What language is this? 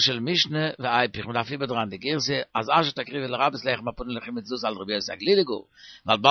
Yiddish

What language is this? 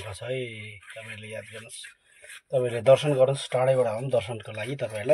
Nepali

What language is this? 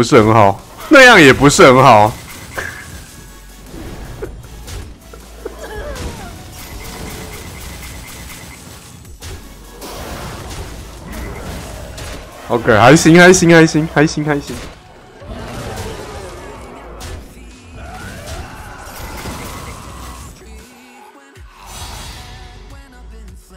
Chinese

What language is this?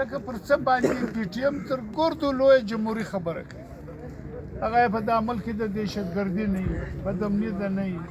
Pashto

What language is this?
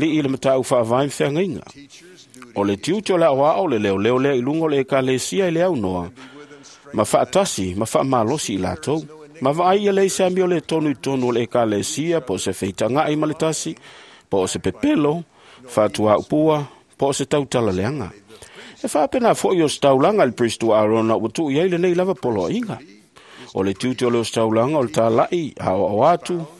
Samoan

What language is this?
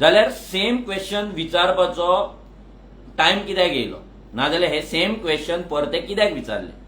Konkani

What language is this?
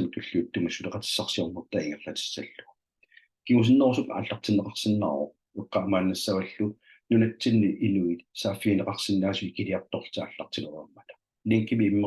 Kalaallisut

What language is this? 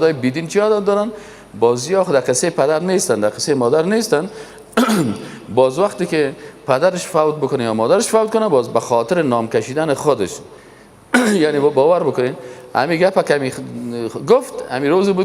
Persian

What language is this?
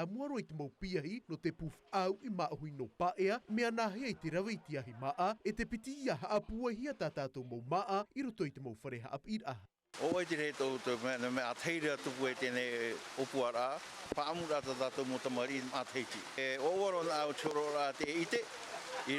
Tahitian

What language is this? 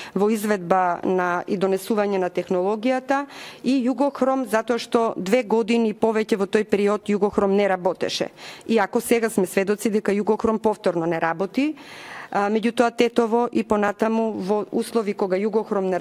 Macedonian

